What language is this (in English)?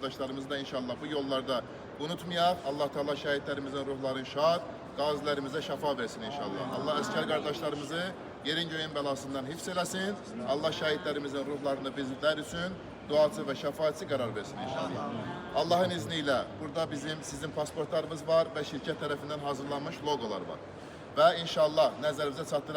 Azerbaijani